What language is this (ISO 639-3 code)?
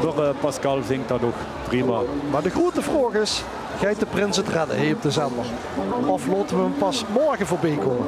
lim